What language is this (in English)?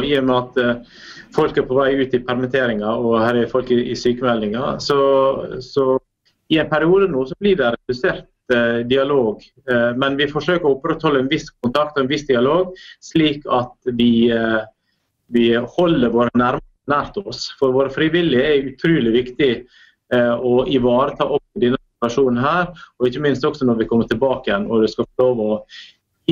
Norwegian